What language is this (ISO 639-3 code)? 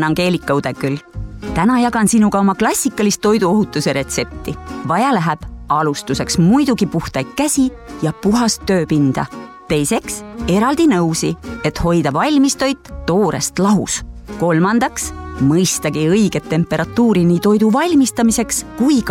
est